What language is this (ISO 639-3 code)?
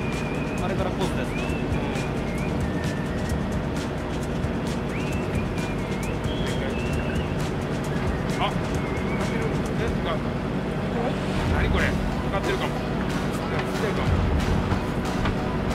jpn